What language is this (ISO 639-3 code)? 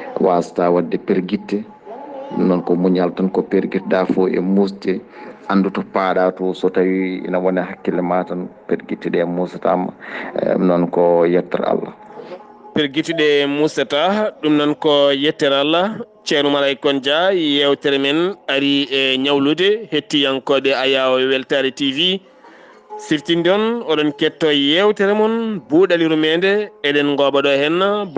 ful